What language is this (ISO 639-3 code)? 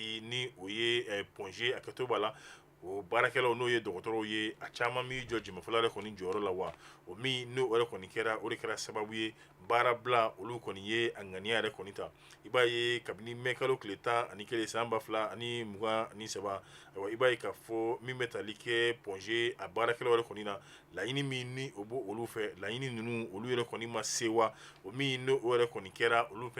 bam